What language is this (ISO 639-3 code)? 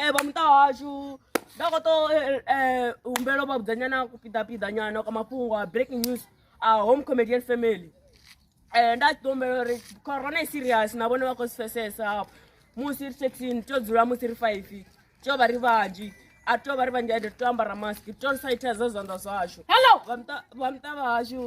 ven